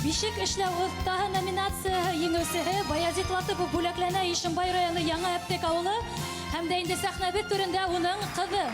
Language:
Bashkir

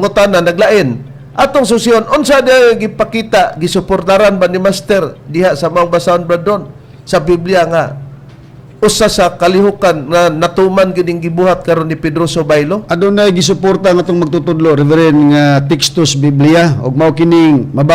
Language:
Cebuano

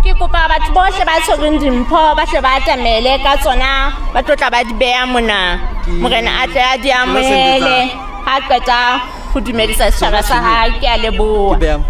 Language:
Southern Sotho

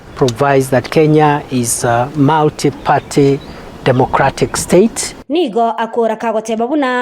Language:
Gusii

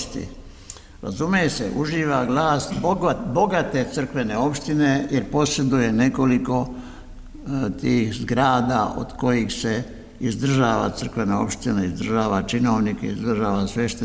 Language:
Serbian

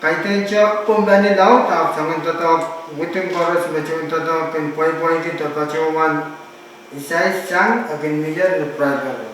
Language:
Pohnpeian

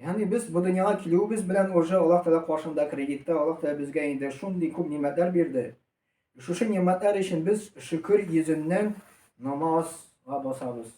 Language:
Tatar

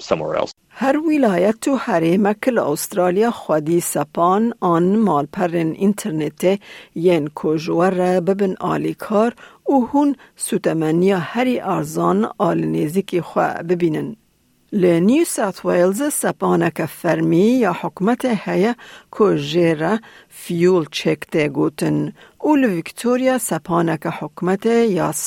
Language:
Kurdish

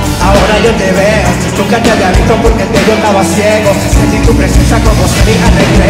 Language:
Spanish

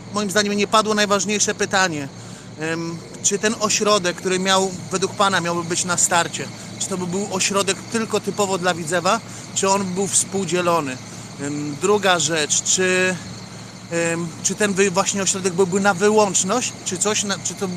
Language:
Polish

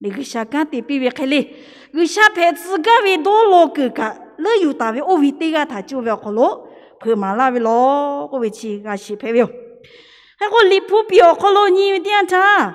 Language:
Lahu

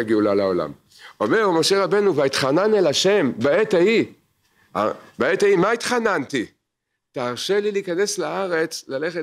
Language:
Hebrew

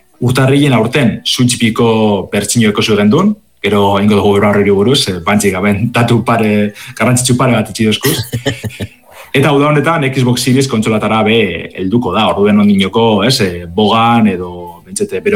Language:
Basque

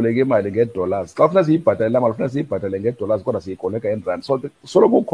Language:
Xhosa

